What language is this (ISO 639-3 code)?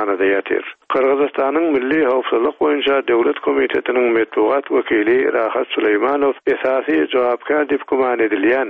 tuk